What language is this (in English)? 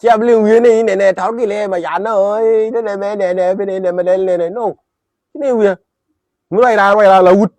Nuer